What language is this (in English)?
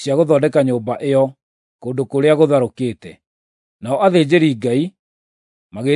Kikuyu